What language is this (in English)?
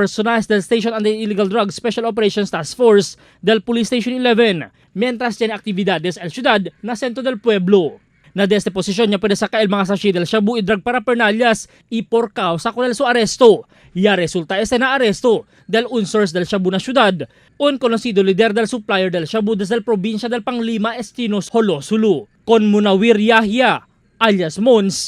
Chavacano